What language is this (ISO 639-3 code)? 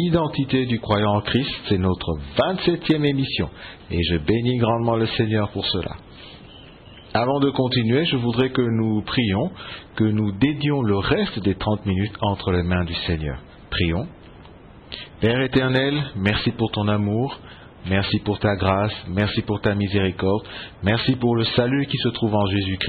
fra